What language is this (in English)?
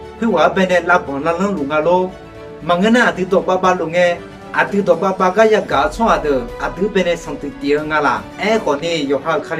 Akha